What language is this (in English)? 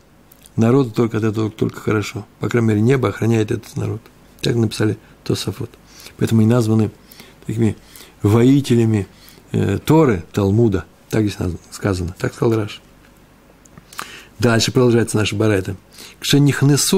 Russian